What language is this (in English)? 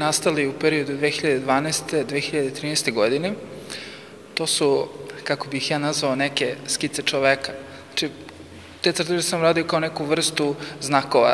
Serbian